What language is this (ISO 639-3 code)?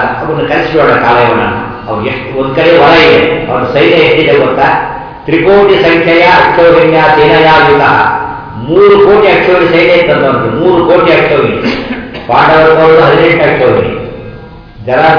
kan